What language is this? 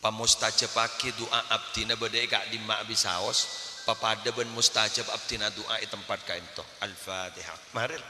Madurese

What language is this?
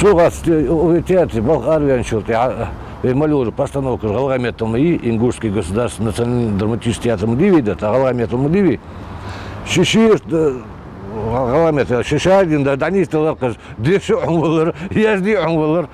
Ingush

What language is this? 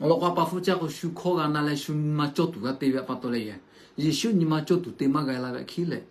Lahu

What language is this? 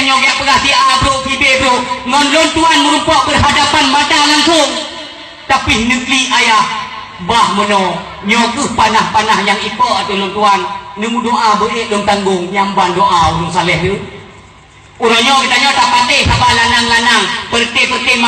Achinese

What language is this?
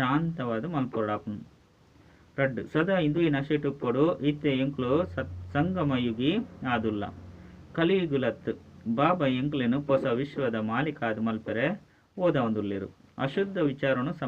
Tulu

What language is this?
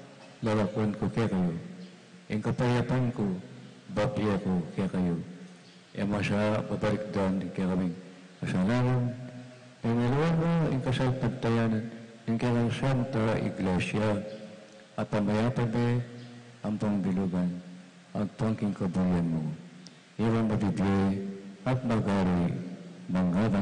Pampanga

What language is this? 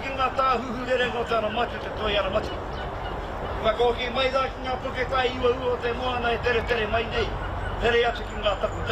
Māori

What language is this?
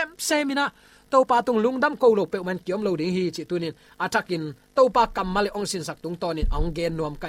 Tedim Chin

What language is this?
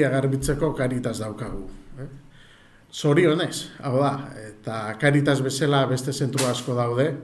Basque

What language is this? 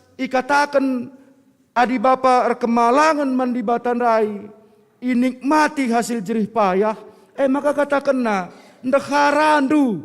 Batak Karo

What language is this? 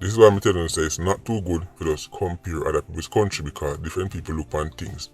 Jamaican Creole English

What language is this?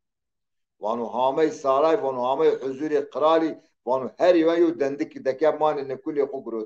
Zaza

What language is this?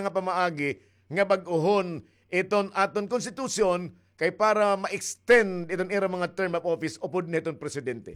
Waray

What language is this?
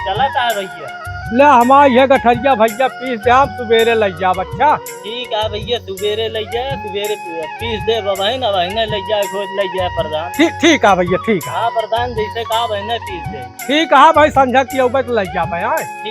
Awadhi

